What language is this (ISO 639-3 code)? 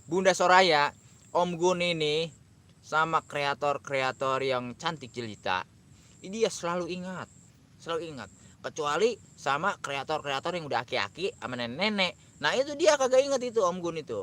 bew